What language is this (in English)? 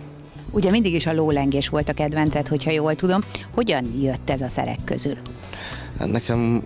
Hungarian